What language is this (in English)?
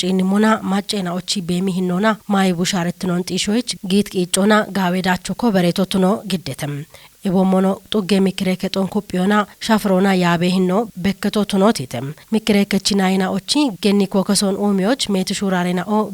Kafa